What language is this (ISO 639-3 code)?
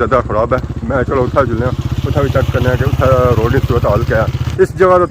phr